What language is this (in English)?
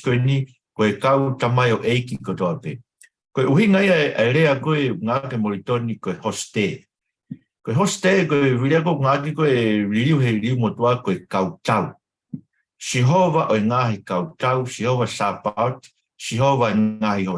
Tongan